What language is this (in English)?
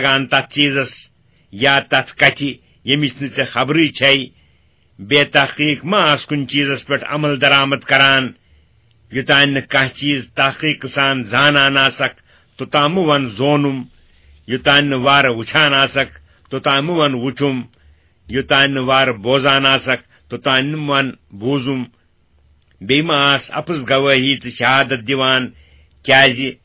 Kashmiri